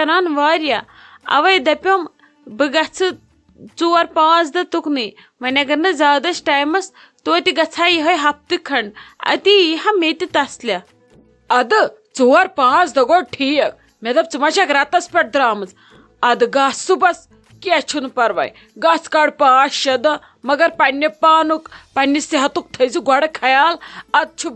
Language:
Kashmiri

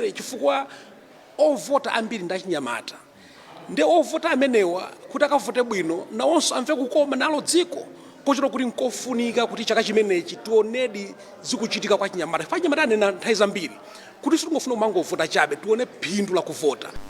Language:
Nyanja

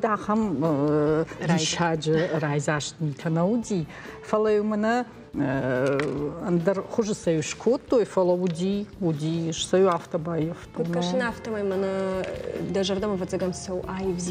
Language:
Ossetic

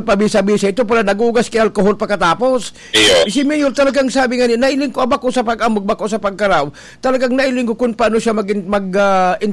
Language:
Bikol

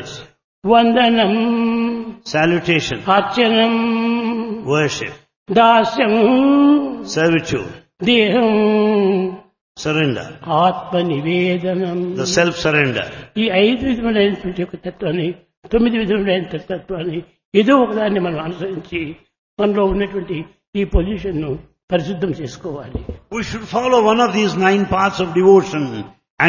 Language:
Telugu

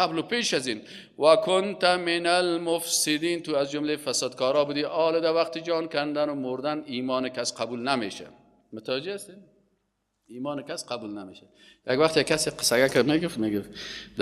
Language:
Persian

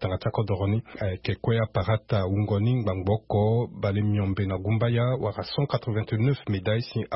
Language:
Sango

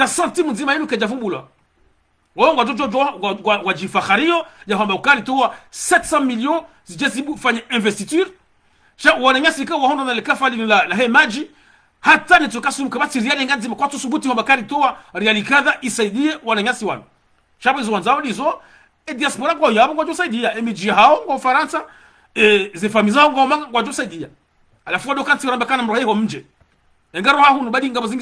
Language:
Ngazidja Comorian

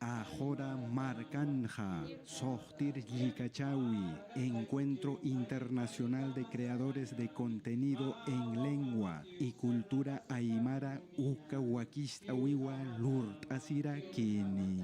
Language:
Aymara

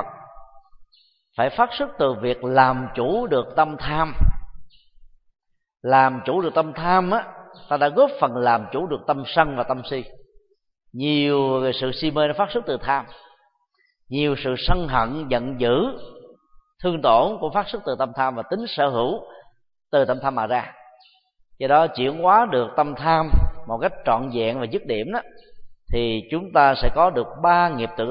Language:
Vietnamese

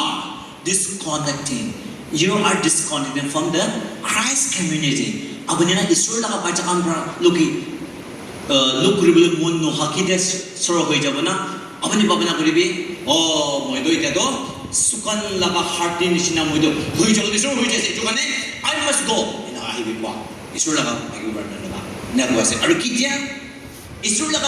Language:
Naga Pidgin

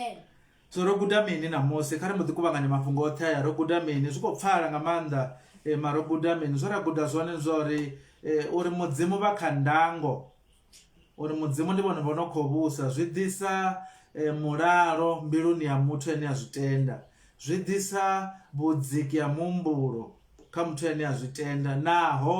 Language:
Venda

